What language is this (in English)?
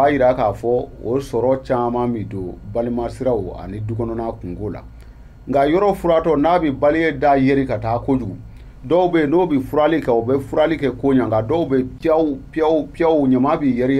Bambara